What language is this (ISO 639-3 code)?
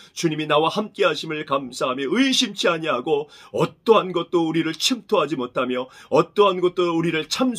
kor